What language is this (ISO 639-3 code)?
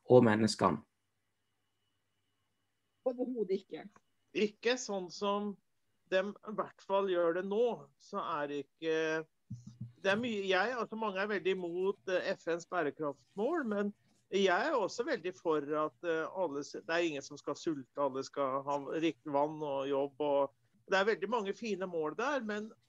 nor